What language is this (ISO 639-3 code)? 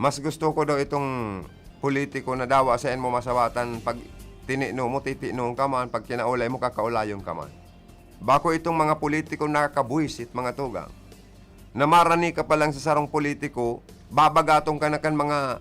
bik